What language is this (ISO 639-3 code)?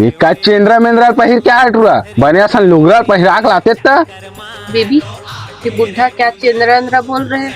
hne